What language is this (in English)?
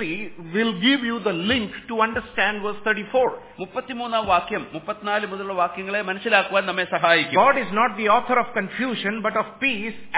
Malayalam